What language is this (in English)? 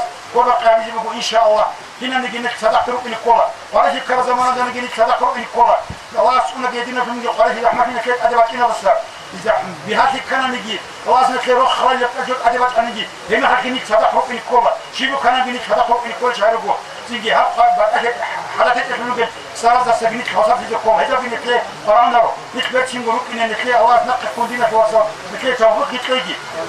Avaric